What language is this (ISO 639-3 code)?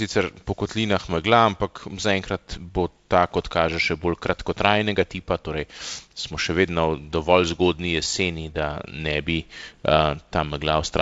slv